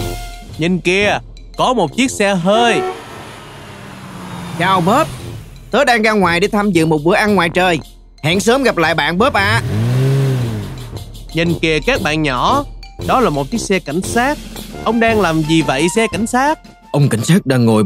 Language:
Vietnamese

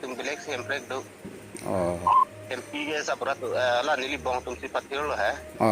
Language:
Karbi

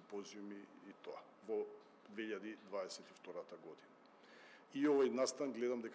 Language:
Macedonian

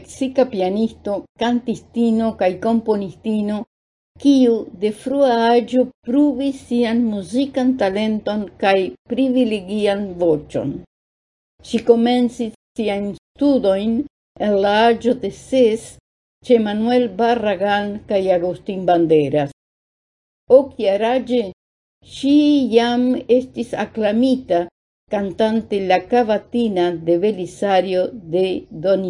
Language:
Esperanto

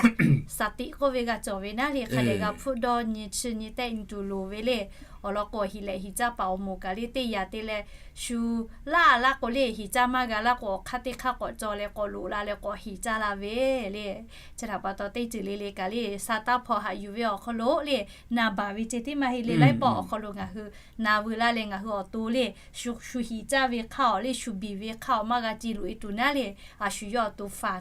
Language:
Lahu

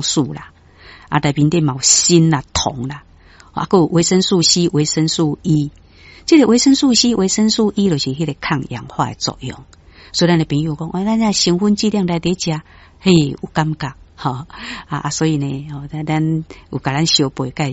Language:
Min Nan Chinese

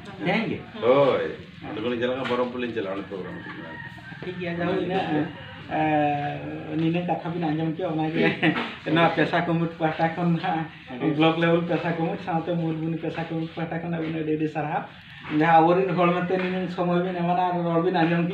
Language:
Santali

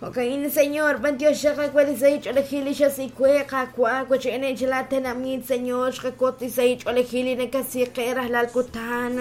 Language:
Kekchí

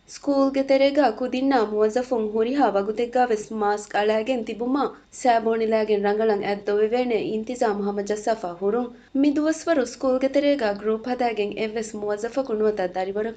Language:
Divehi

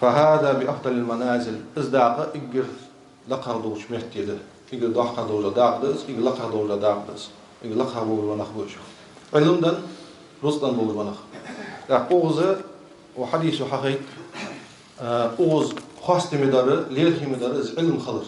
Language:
Ingush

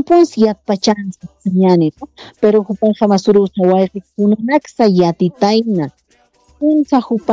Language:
Aymara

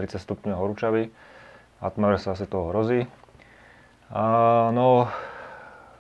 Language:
Slovak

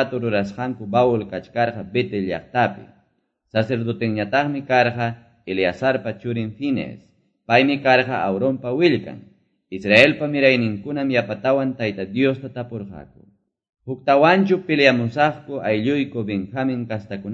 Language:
Quechua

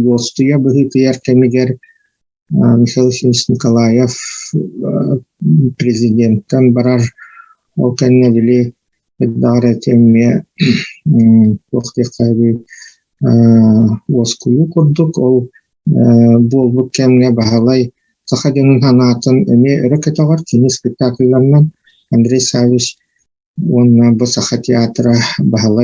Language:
Yakut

